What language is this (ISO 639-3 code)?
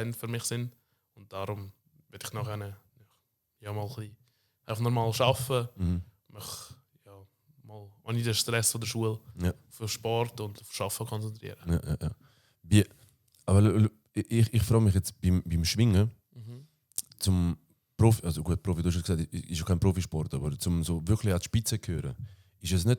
gsw